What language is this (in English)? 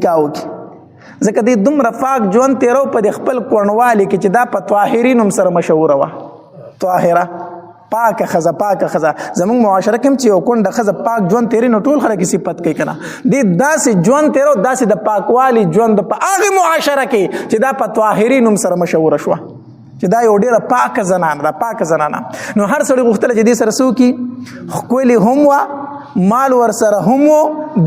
Pashto